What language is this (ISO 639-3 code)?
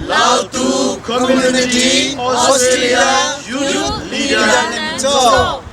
cnh